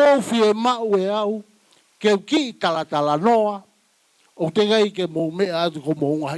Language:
Tongan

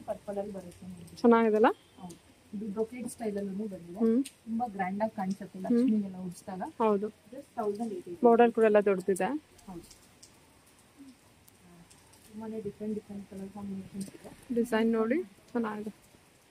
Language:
Kannada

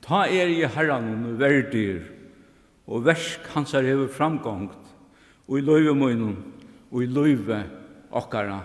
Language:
Faroese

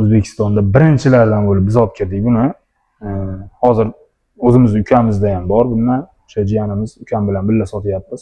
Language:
Uzbek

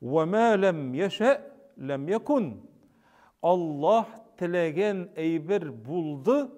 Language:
Tatar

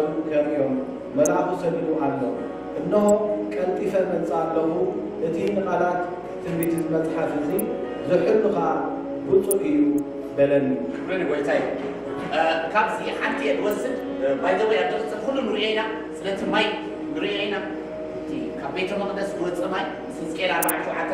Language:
Tigrinya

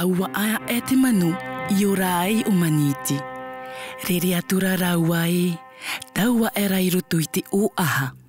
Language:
Tahitian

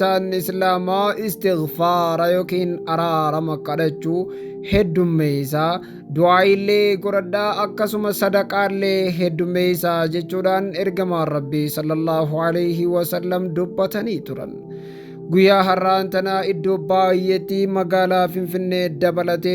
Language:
Oromo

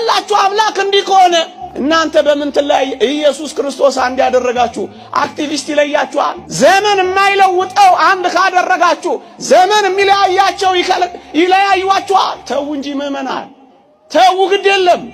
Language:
Amharic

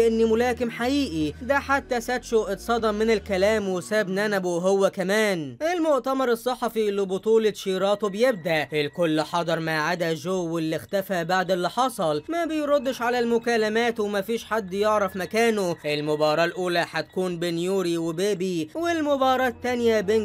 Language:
Egyptian Arabic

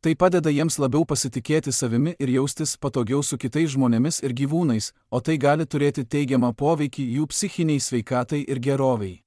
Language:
Lithuanian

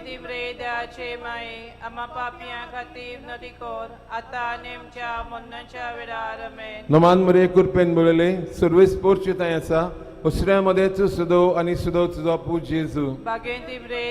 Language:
Konkani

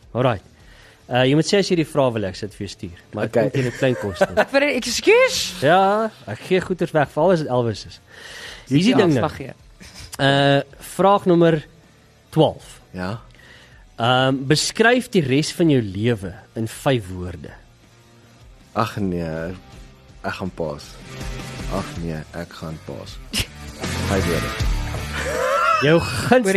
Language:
Afrikaans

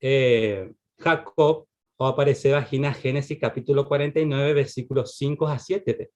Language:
Guarani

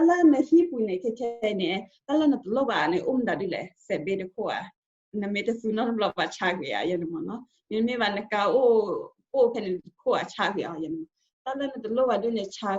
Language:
S'gaw Karen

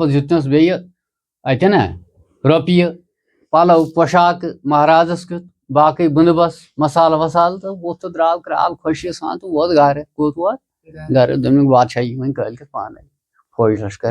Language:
Kashmiri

